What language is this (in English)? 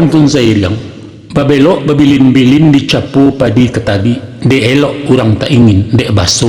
Minangkabau